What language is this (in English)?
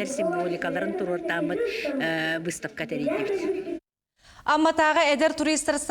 Yakut